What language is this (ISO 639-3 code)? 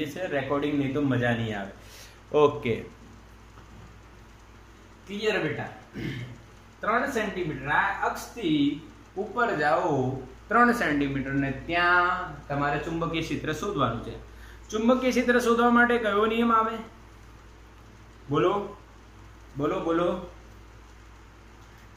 guj